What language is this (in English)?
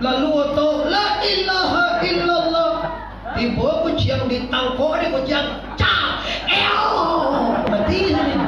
Minangkabau